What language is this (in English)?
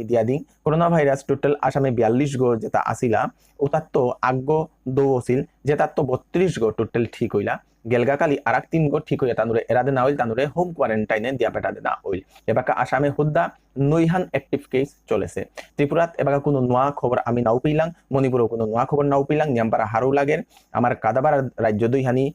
Bishnupriya